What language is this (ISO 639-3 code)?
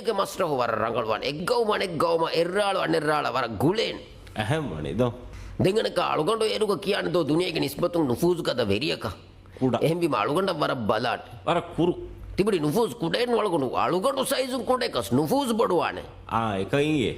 div